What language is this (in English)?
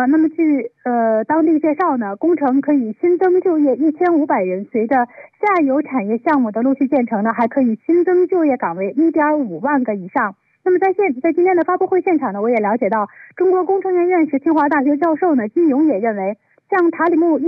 Chinese